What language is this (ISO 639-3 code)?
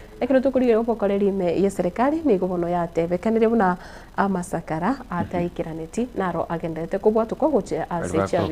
guz